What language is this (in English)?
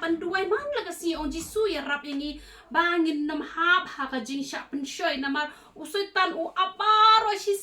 Khasi